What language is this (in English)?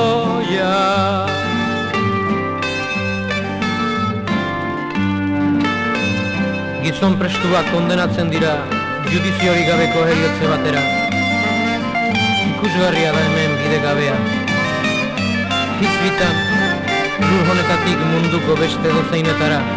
Basque